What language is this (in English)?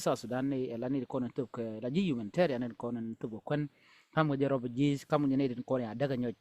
Nuer